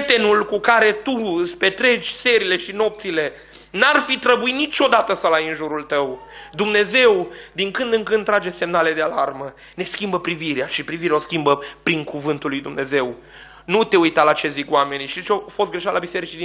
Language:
Romanian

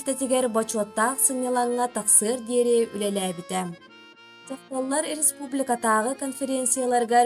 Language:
Yakut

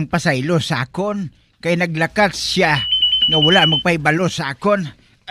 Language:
Hiligaynon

